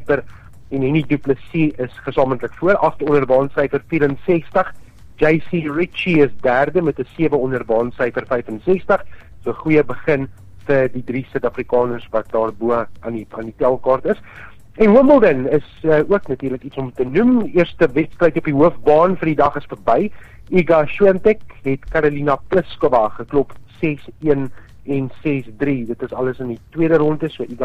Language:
Afrikaans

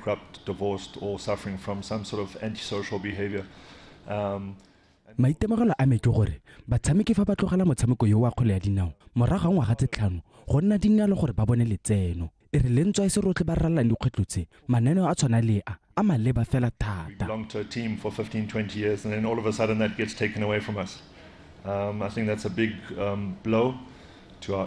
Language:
Tswana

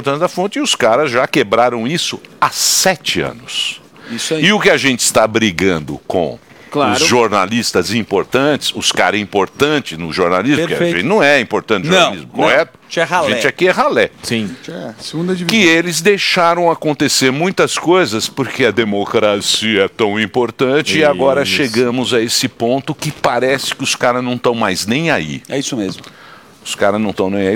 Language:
Portuguese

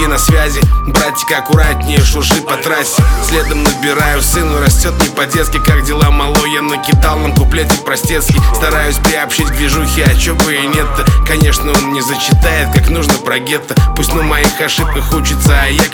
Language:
Russian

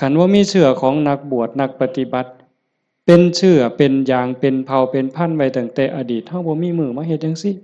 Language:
Northeastern Thai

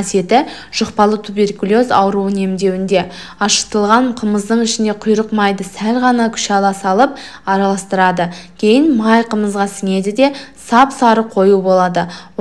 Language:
Kazakh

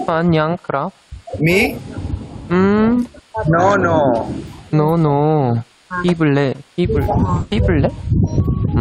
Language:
Thai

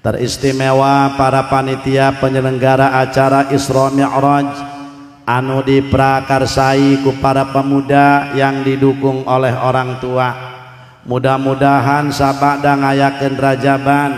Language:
Sundanese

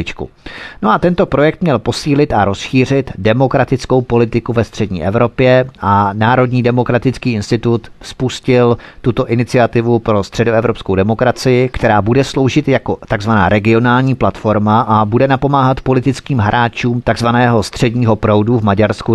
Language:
Czech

